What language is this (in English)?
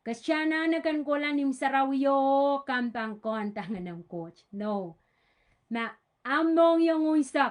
Pohnpeian